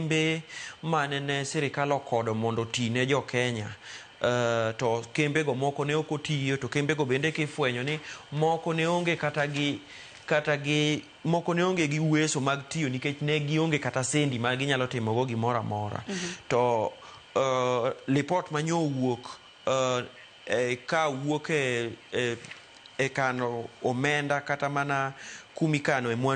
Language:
Luo (Kenya and Tanzania)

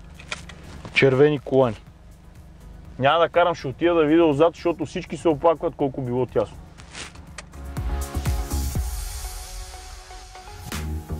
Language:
Bulgarian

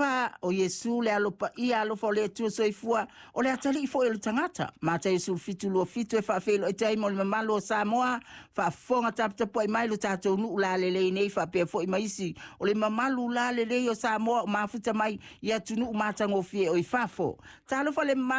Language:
Samoan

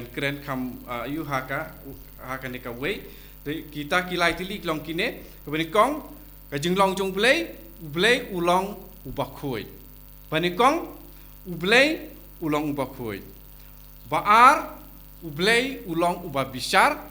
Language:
Khasi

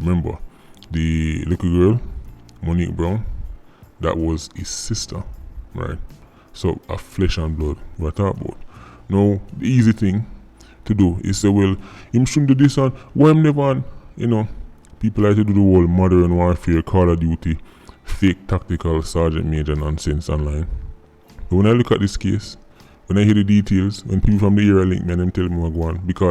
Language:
Jamaican Creole English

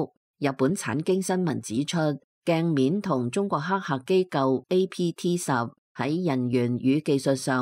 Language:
Cantonese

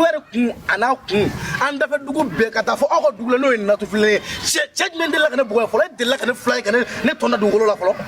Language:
Bambara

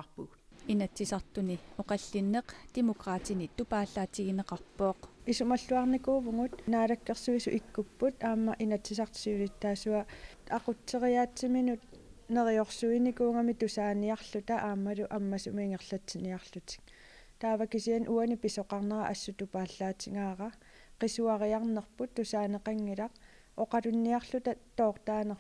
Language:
Kalaallisut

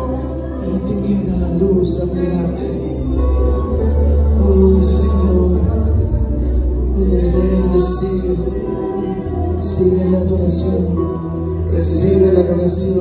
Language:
Spanish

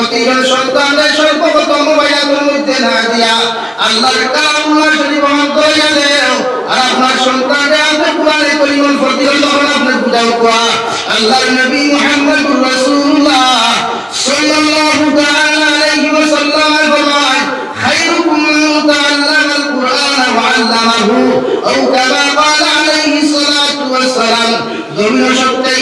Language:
Sylheti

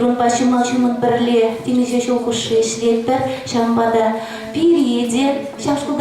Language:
Chuvash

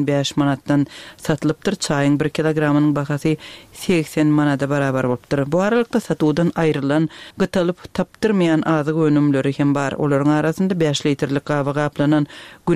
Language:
Turkmen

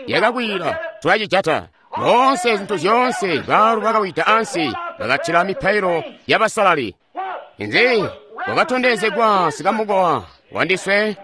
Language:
Tonga (Zambia)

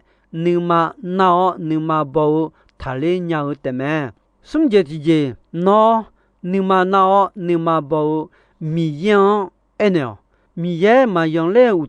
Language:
Akha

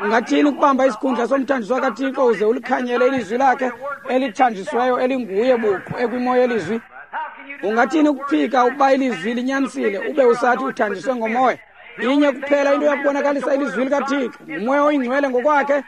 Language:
Xhosa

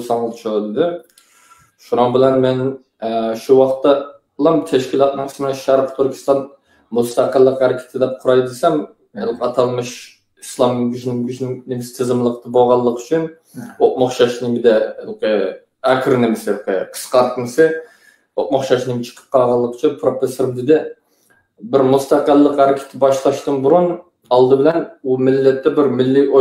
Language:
Uyghur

